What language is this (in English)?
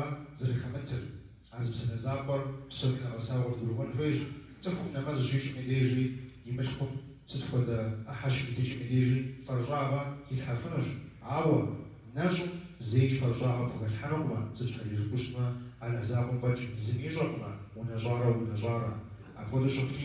Kabardian